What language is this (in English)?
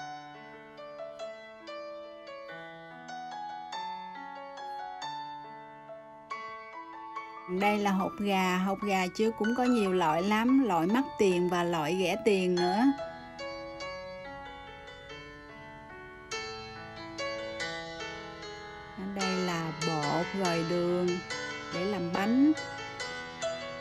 Vietnamese